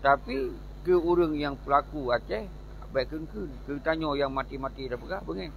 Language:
Achinese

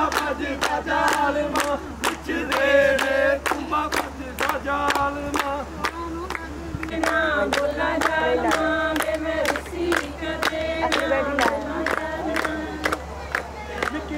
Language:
Punjabi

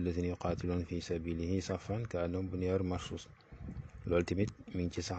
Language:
Wolof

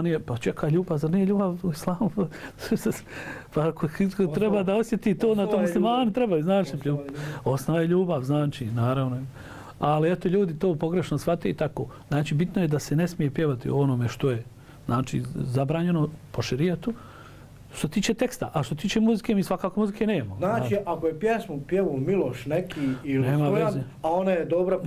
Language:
Bosnian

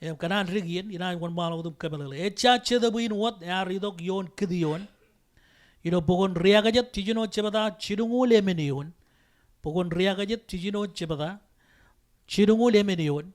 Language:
Marshallese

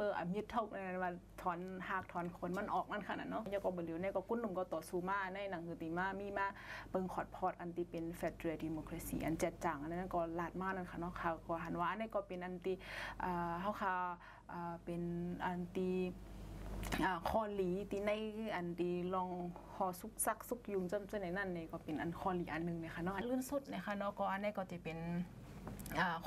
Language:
Shan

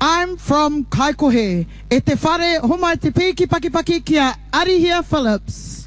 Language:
Māori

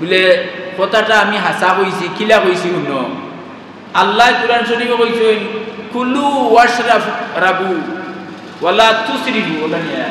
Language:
Sylheti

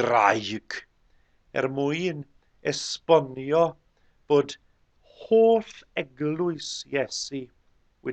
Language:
Welsh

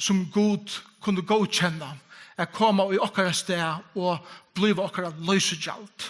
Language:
Faroese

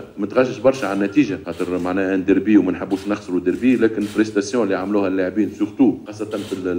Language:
Tunisian Arabic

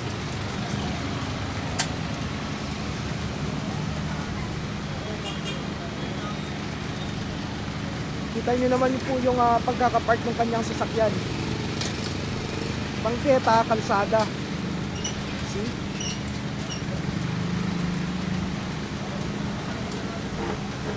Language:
Filipino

